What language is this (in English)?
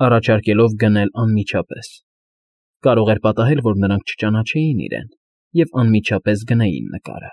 Armenian